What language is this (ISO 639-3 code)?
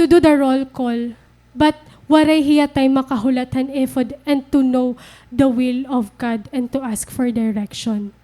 war